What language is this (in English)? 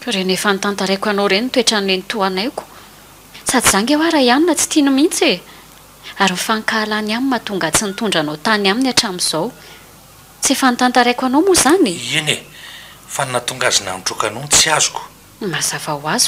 Malagasy